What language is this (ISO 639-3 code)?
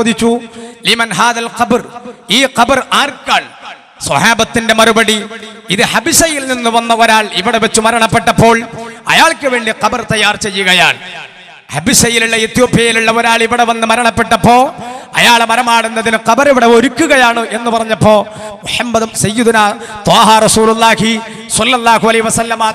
mal